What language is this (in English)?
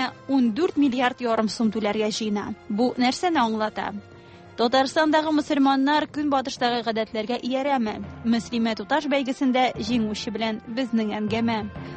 Tatar